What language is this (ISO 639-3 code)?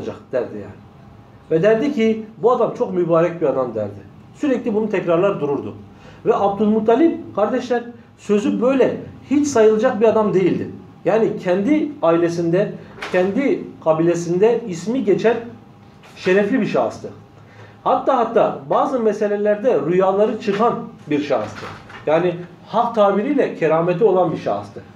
tur